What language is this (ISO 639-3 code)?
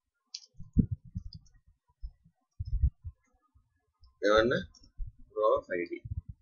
tel